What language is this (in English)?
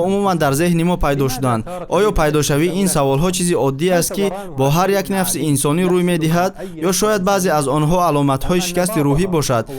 Tajik